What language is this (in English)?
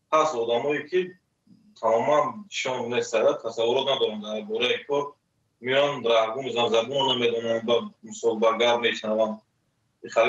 Tajik